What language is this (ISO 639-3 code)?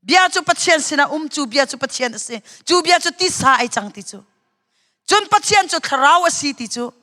cnh